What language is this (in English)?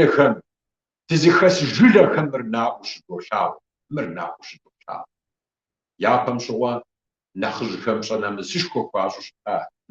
Kabardian